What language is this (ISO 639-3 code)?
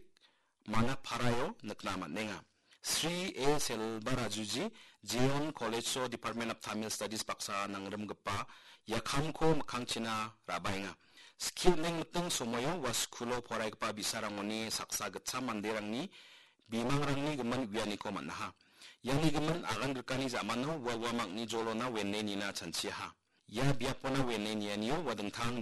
grt